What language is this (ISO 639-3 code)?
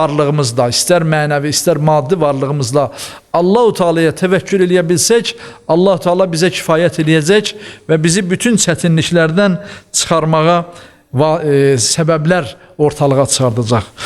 aze